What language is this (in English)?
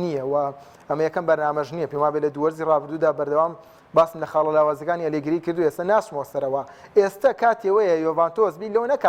Central Kurdish